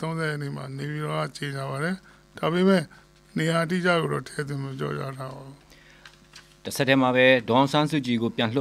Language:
Burmese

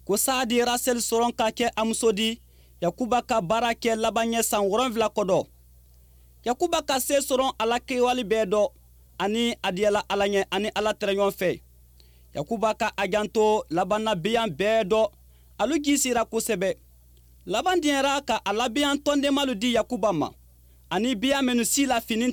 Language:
Bambara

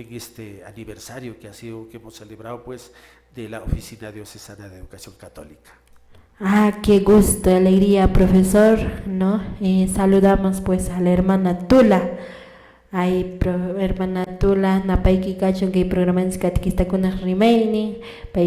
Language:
Quechua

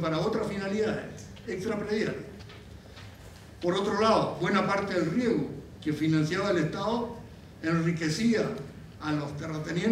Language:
Spanish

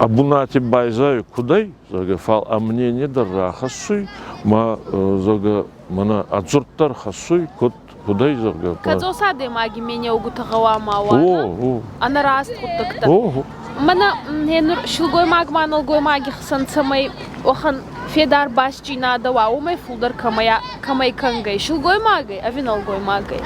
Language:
Ossetic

